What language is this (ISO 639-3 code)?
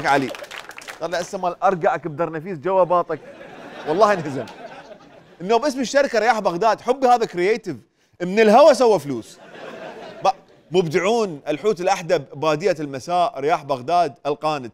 acm